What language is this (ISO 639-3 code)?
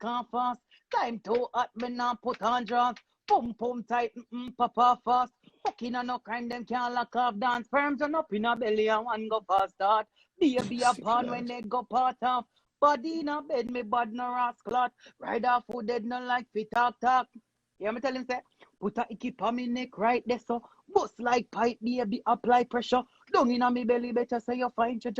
jam